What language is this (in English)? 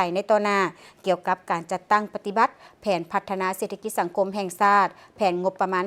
Lao